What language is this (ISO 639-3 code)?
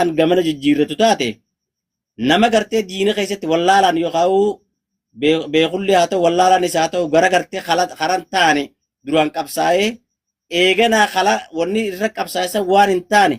orm